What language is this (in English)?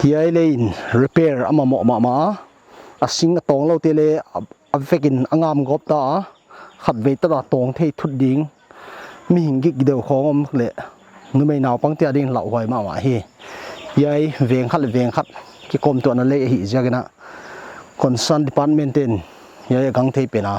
Paite Chin